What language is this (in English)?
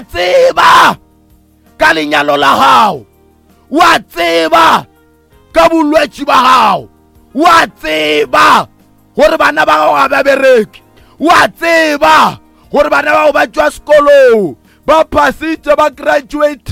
Northern Sotho